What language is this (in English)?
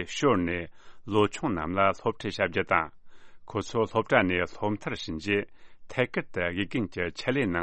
Tibetan